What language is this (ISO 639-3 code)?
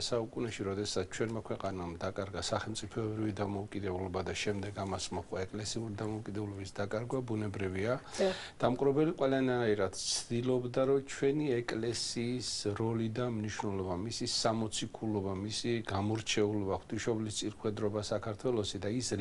kat